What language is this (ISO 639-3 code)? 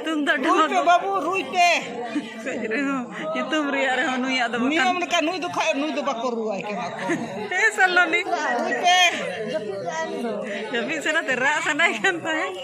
sat